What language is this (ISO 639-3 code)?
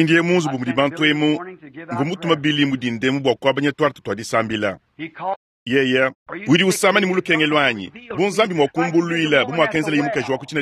lua